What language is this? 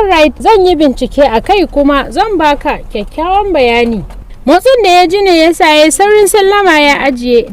Hausa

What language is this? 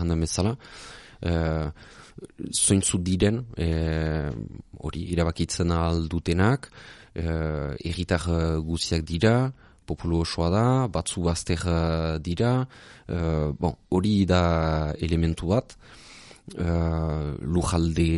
Basque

